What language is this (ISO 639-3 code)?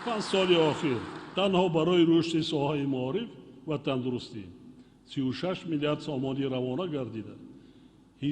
tgk